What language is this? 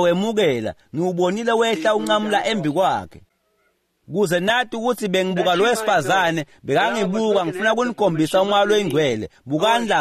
Swati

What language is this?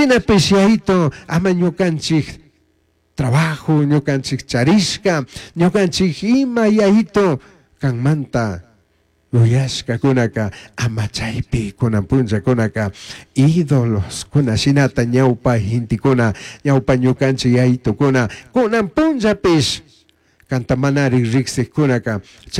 Chimborazo Highland Quichua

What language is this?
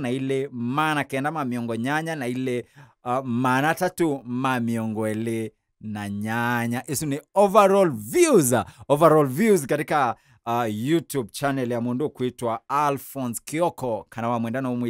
Kamba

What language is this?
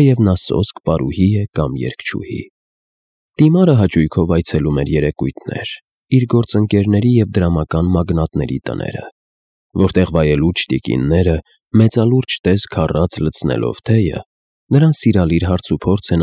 Armenian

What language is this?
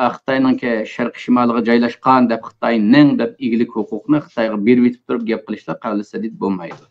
Uyghur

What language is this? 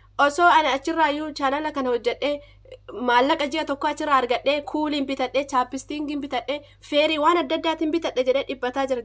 Oromo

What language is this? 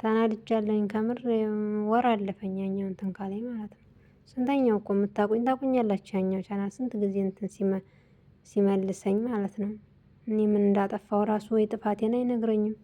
Amharic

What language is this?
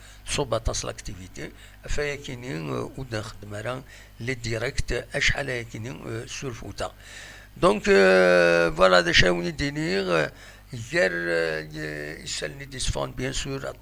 Kabyle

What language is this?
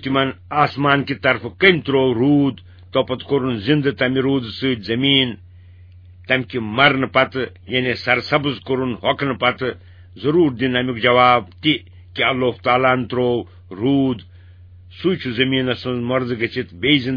Kashmiri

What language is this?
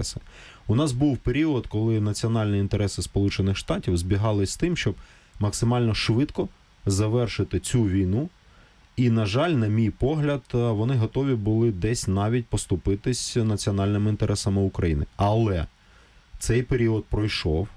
Ukrainian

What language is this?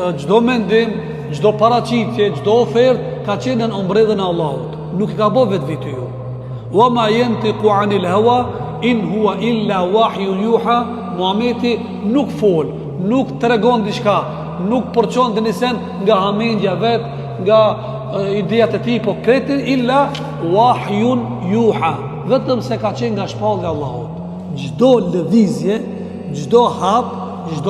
Albanian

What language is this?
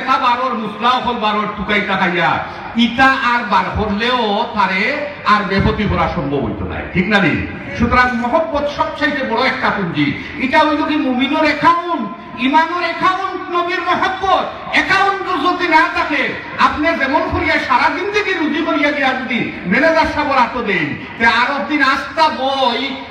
Sylheti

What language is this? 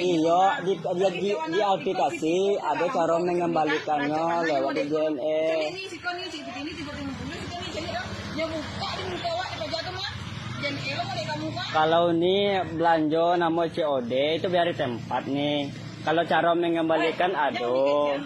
Minangkabau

